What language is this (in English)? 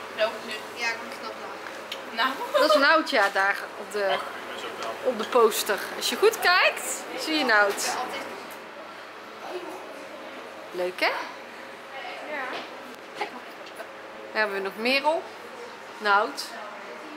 Dutch